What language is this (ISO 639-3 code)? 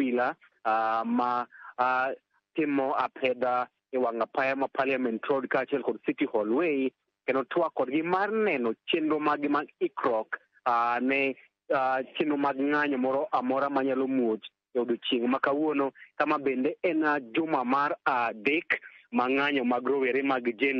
luo